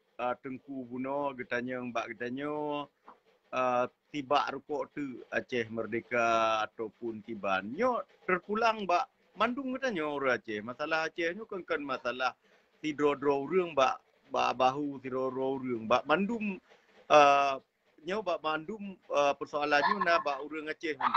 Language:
Achinese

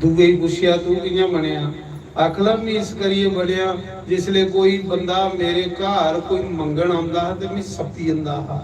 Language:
Dogri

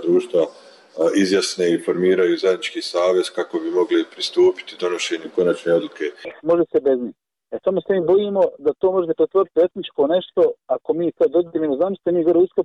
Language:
Bosnian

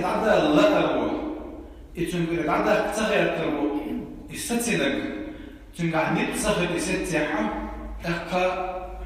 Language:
Chechen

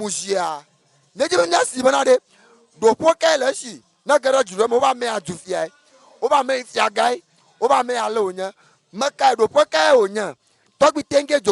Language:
Ewe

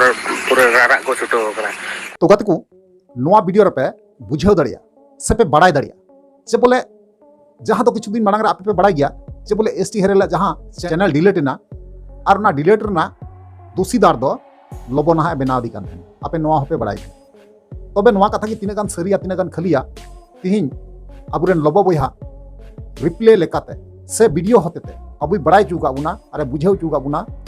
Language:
Santali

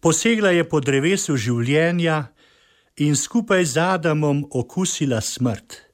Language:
Slovenian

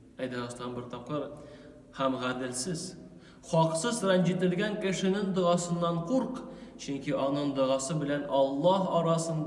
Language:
Tatar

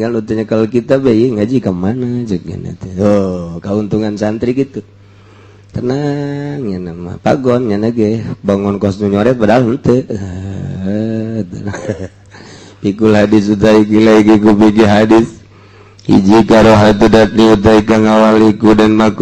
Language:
Sundanese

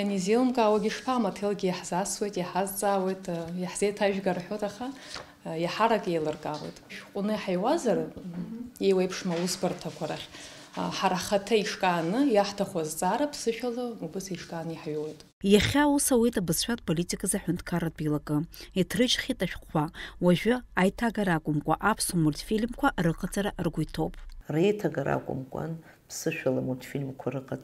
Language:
Abkhazian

